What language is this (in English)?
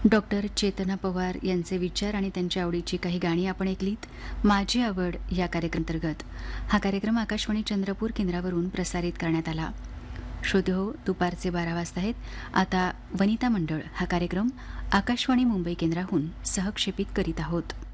Marathi